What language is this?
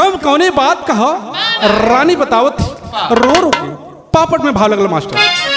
Bhojpuri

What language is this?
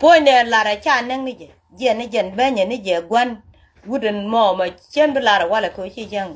Nuer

